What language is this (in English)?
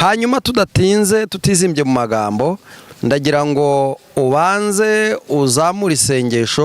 Kinyarwanda